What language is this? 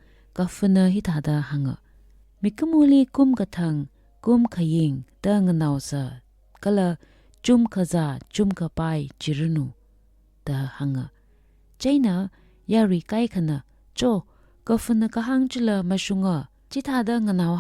Tangkhul Naga (India)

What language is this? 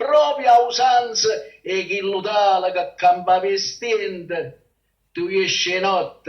Neapolitan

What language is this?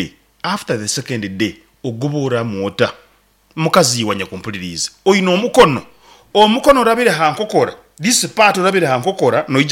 Nyankole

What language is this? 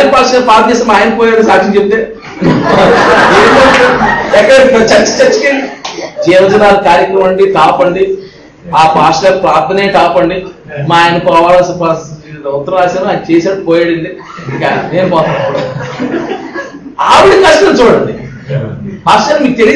Telugu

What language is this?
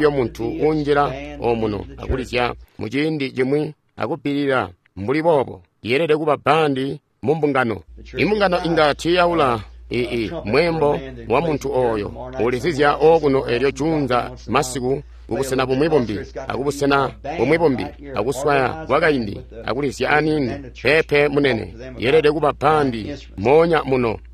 Tonga (Zambia)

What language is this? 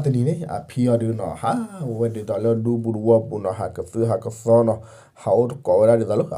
S'gaw Karen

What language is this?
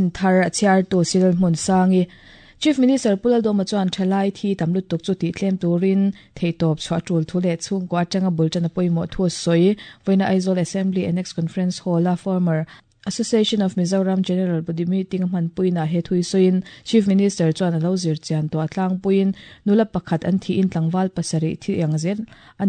Mizo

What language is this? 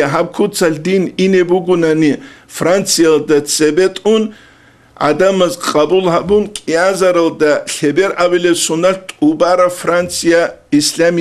Avaric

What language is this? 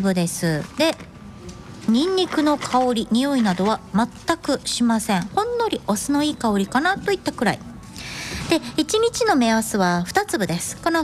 Japanese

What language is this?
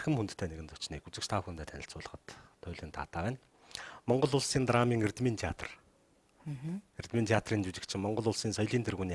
Mongolian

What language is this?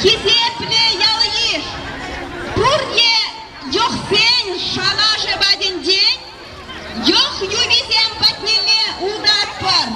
Chuvash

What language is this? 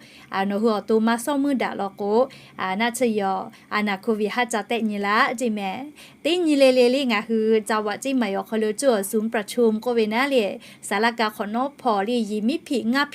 Lahu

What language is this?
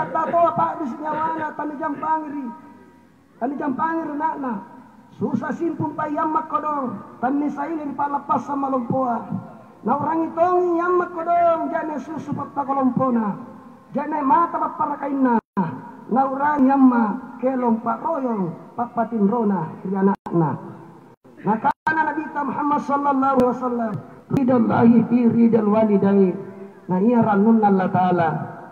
Makasar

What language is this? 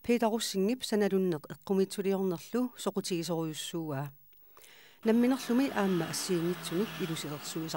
Kalaallisut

